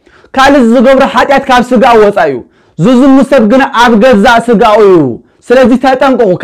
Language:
Tigrinya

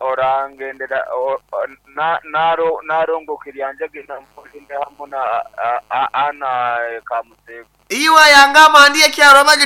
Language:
Nyankole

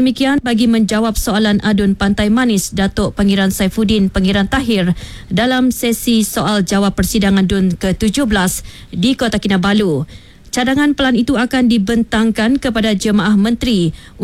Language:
Malay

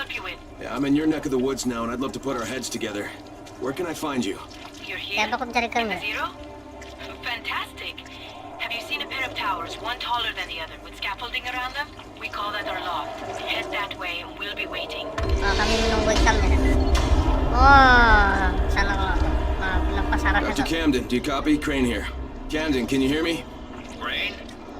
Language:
Banjar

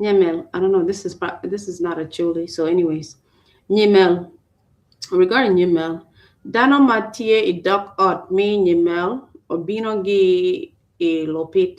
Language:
Acoli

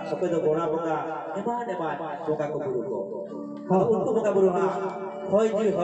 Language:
Santali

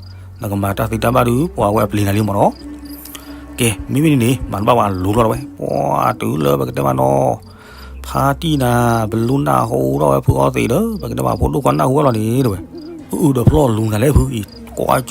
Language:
S'gaw Karen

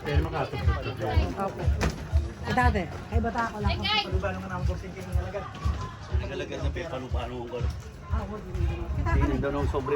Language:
Pampanga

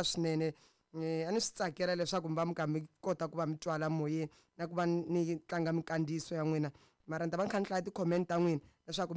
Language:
Tsonga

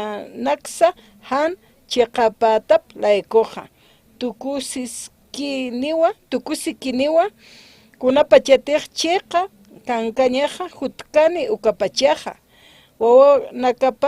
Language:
Aymara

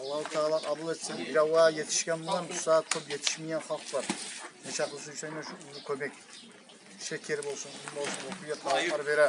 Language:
Kumyk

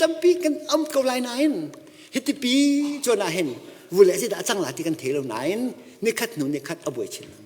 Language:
Hakha Chin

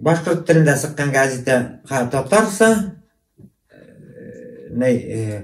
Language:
Bashkir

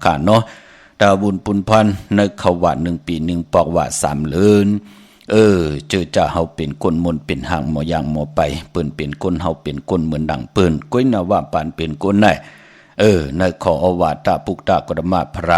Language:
Shan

